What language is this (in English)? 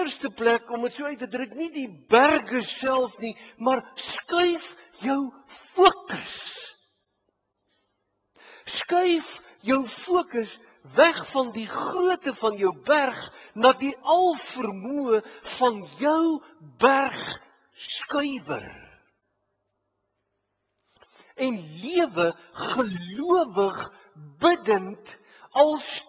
Afrikaans